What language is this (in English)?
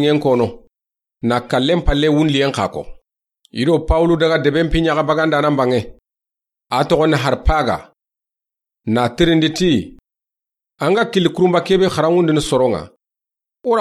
Soninke